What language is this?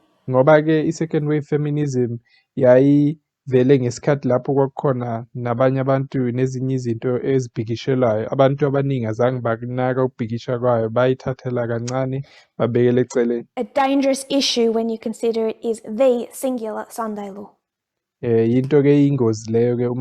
Zulu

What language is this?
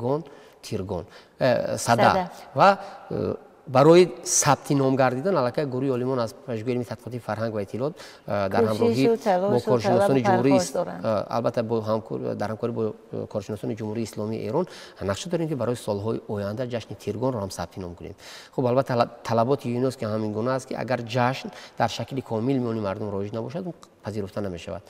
Tajik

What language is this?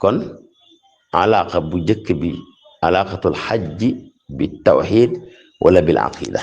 Wolof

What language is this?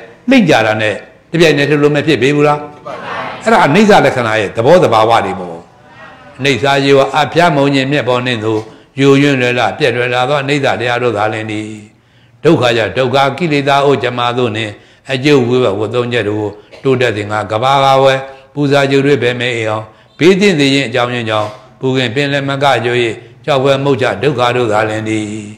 Burmese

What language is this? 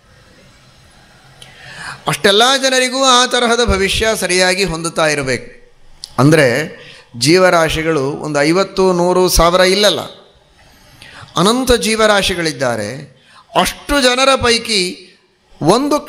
Kannada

